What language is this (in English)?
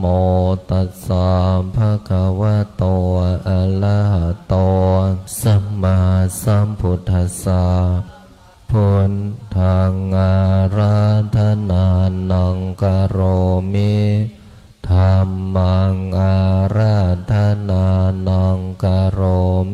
Pali